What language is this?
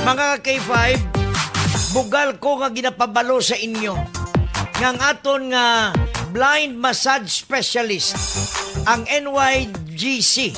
Hiligaynon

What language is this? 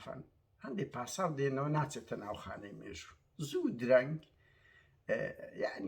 Central Kurdish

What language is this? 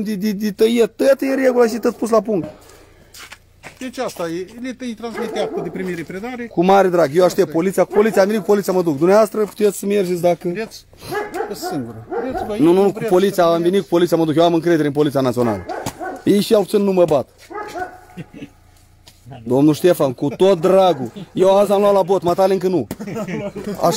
Romanian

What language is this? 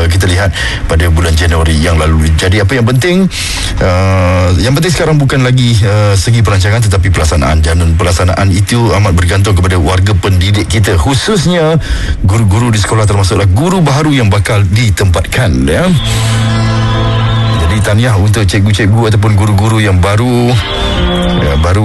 Malay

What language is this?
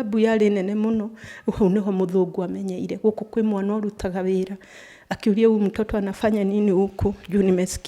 Kikuyu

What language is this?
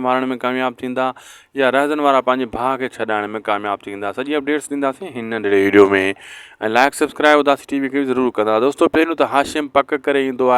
Sindhi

